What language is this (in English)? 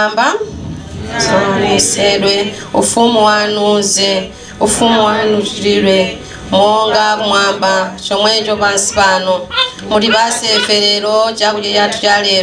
Nyanja